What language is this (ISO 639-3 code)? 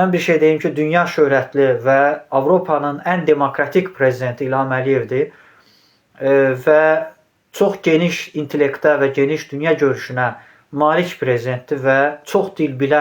aze